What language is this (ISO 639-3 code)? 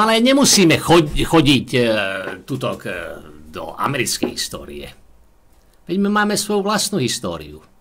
slk